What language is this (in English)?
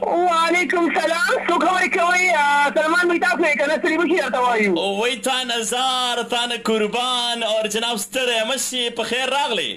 Pashto